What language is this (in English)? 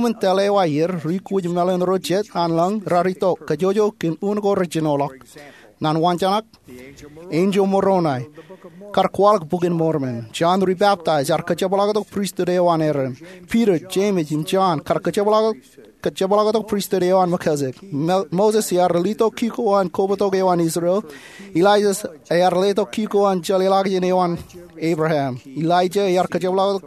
Marshallese